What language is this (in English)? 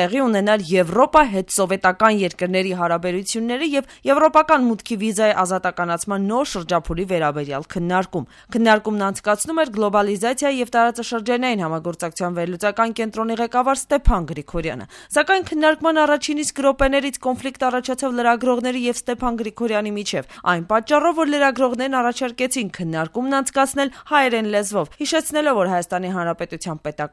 Armenian